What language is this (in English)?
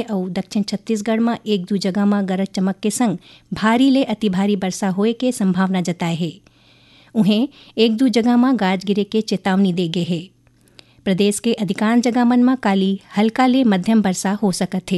Chhattisgarhi